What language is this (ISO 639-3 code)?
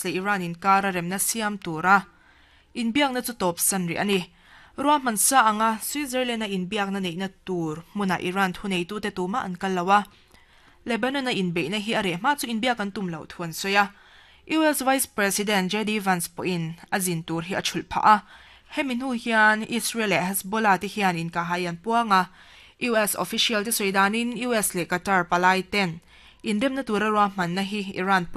lus